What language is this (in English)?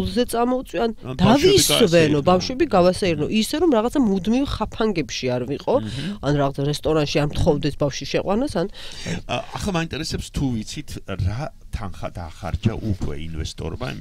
Georgian